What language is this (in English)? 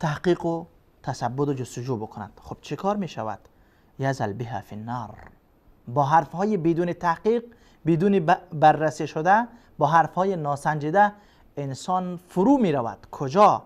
Persian